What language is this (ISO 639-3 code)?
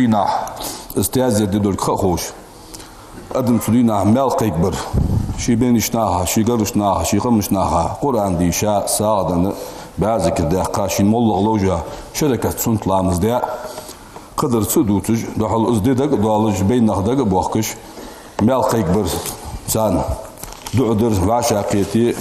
inh